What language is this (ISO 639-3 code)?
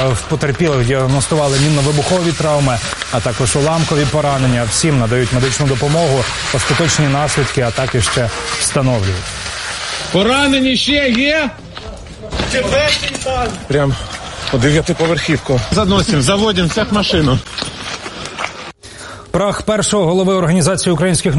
ukr